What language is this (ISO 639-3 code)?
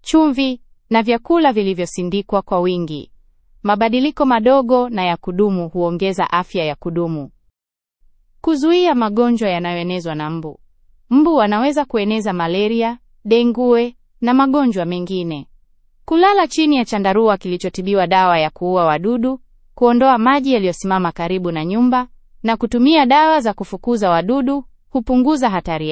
swa